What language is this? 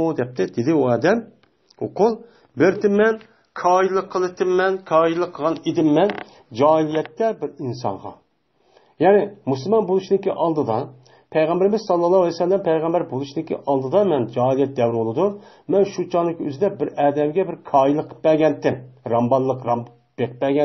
Uyghur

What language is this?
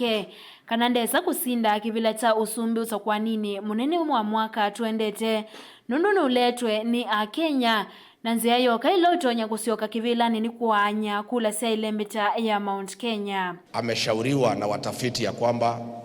Kamba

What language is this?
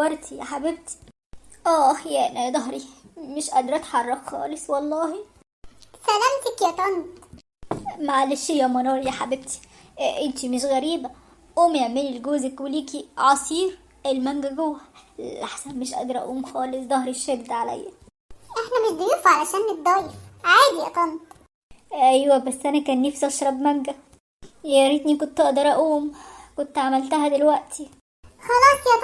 Egyptian Arabic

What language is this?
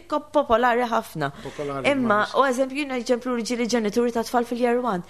Maltese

